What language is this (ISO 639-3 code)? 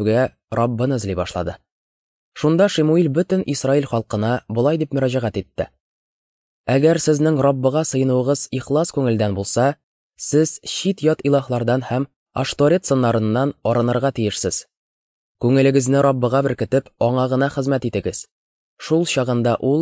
tat